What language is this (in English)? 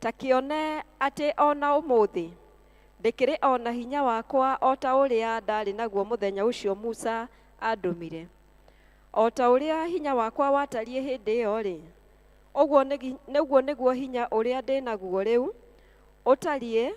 Kikuyu